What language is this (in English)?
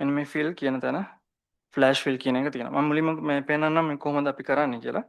Sinhala